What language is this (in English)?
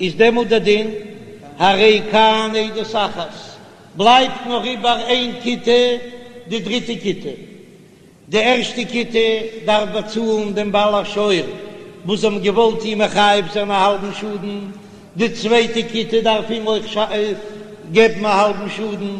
Yiddish